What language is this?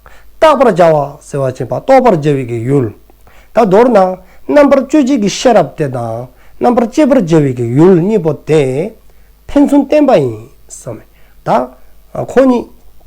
Dzongkha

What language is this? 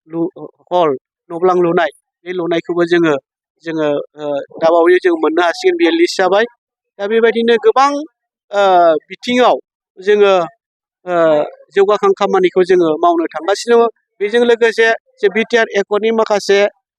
Bodo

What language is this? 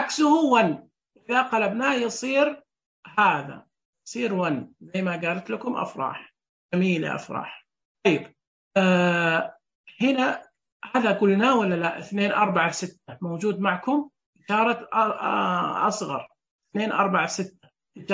Najdi Arabic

